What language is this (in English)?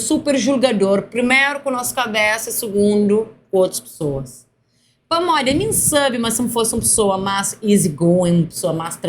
Kabuverdianu